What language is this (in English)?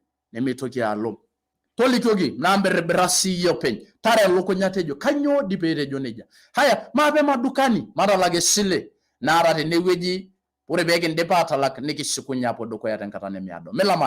Masai